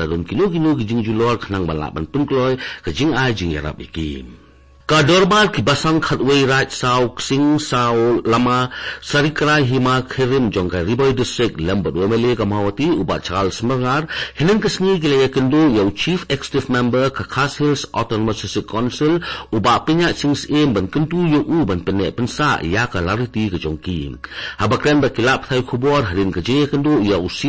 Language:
Khasi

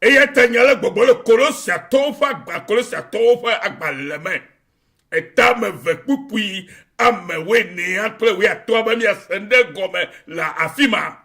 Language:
Ewe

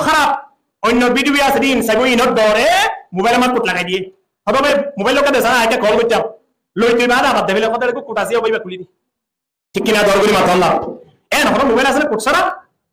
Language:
Rohingya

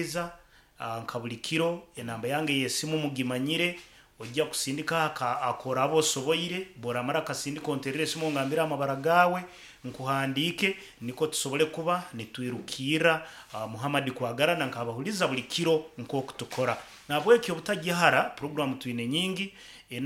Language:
Nyankole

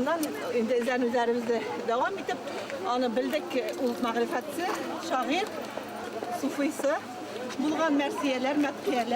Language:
Bashkir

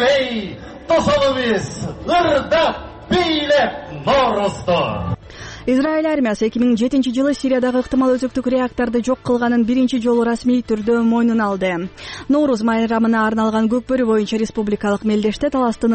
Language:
Kyrgyz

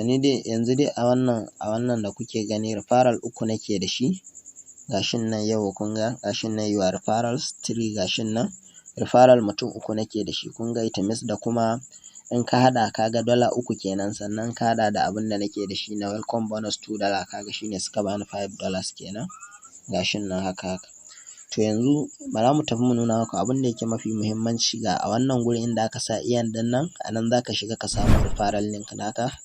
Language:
Hausa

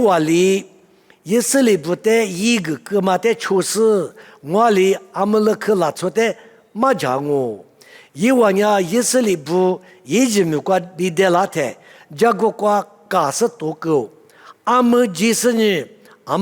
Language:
Lisu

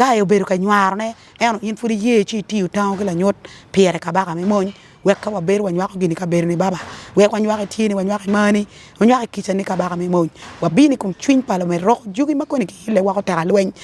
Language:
Acoli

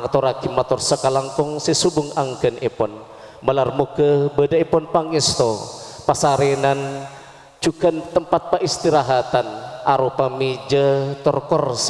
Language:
Madurese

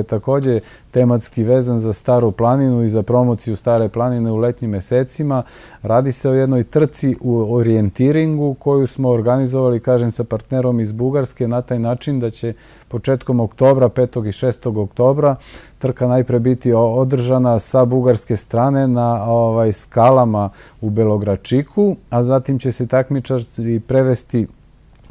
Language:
Serbian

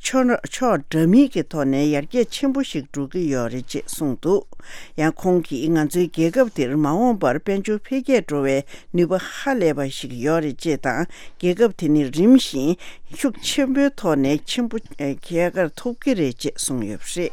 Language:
Tibetan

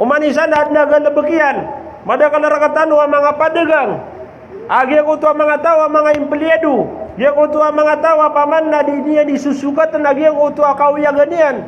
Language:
Maranao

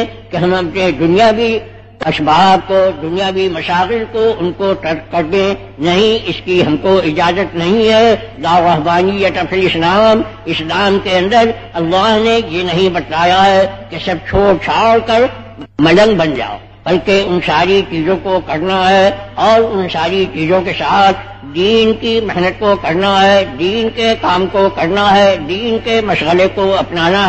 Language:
Urdu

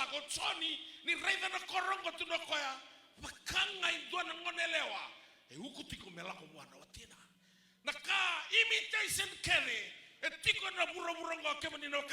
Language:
Fijian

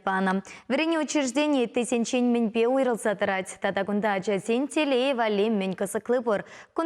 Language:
Chuvash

